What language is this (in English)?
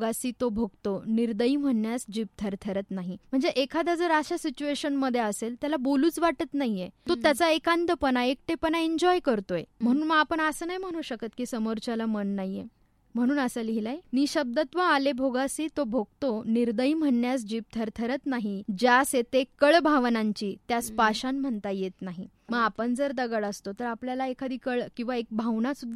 Marathi